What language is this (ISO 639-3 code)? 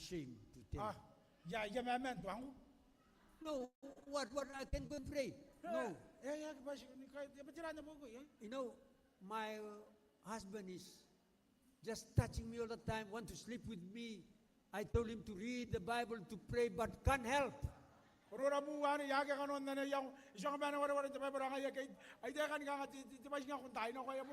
gil